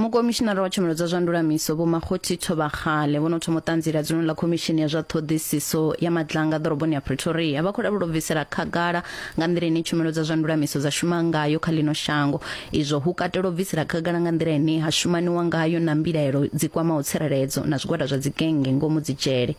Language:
Venda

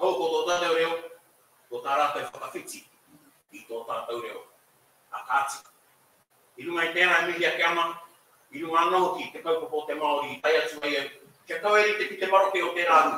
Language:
Māori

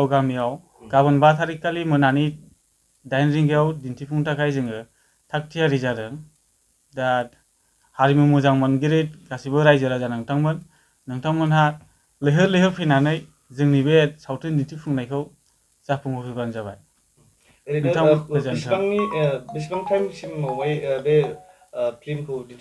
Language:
Bodo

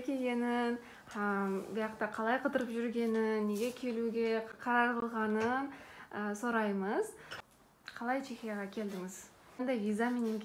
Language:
Kara-Kalpak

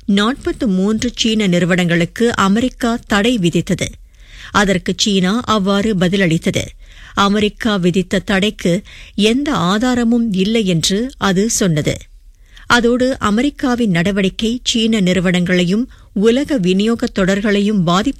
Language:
Tamil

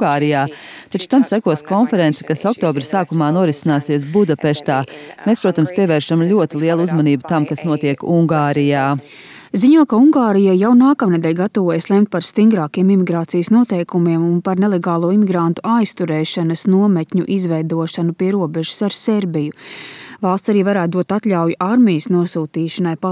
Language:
Latvian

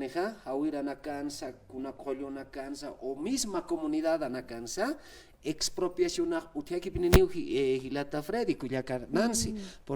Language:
Aymara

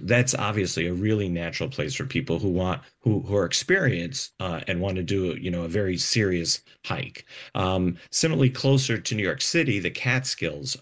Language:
English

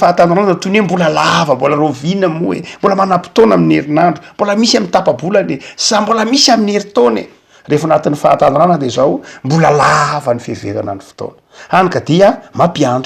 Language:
Malagasy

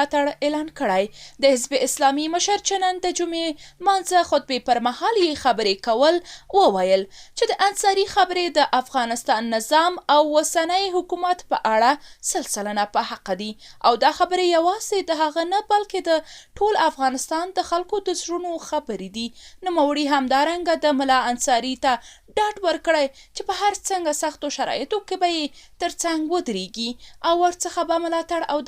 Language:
Pashto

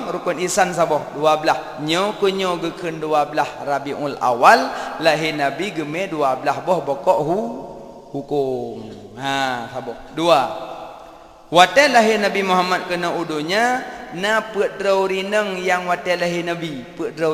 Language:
Achinese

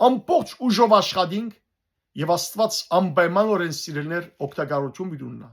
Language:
Western Armenian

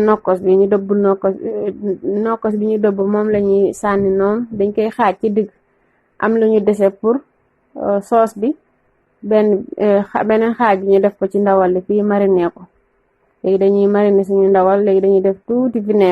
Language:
Wolof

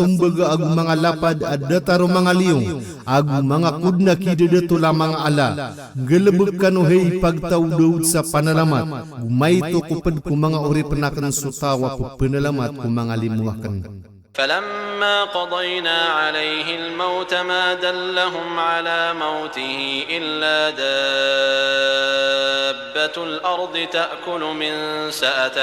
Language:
Maranao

